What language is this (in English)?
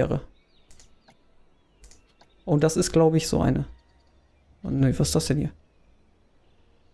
German